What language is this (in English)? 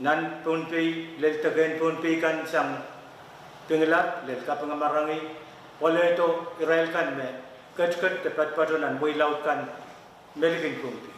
Pohnpeian